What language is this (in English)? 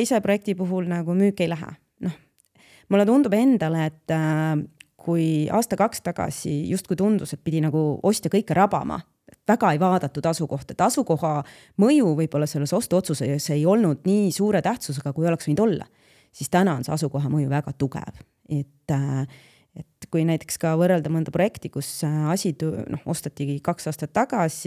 Estonian